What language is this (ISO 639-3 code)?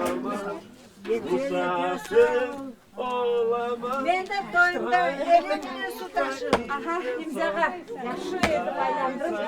crh